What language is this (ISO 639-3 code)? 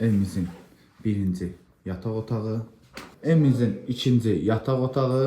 aze